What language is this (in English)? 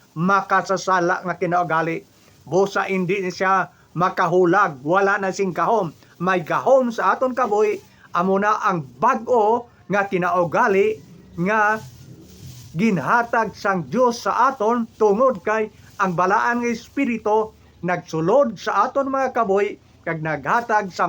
Hiligaynon